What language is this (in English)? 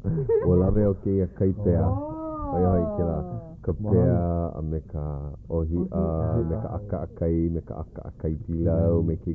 Hawaiian